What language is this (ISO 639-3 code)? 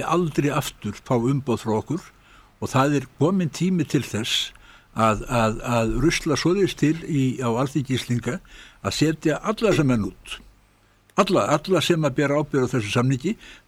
isl